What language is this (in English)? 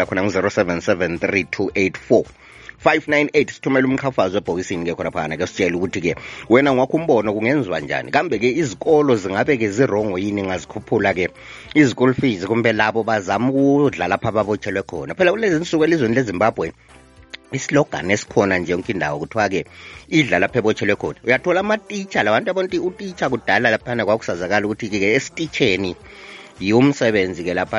North Ndebele